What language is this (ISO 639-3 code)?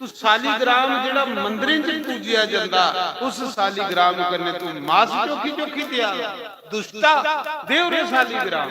doi